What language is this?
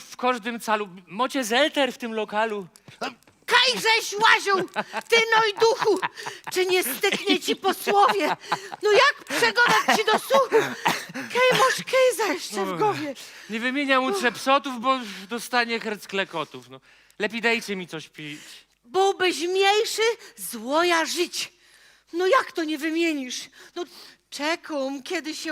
Silesian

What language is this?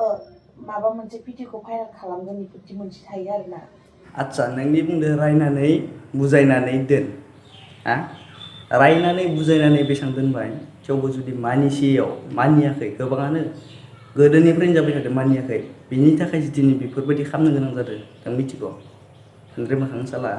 Bodo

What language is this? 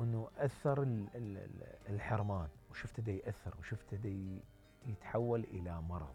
Mesopotamian Arabic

